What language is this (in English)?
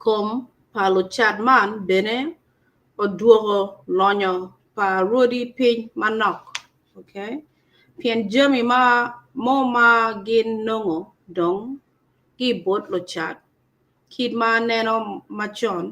Acoli